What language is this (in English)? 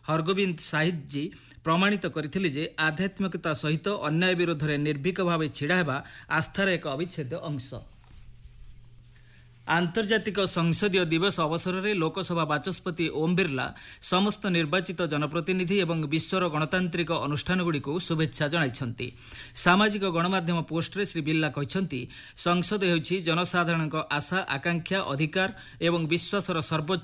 Odia